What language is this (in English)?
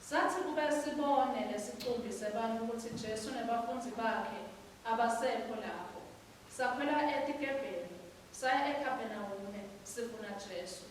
Swati